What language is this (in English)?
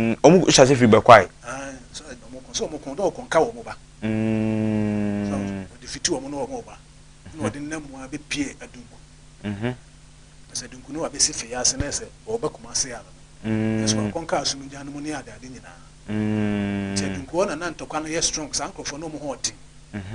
Akan